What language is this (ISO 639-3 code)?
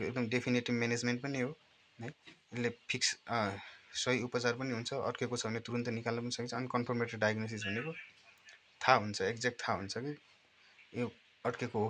nep